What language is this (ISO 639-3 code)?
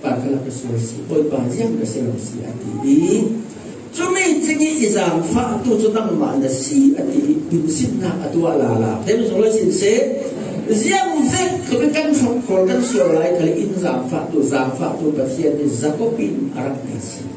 cfm